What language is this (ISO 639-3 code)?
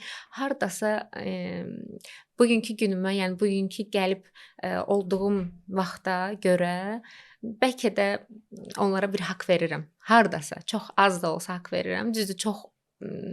aze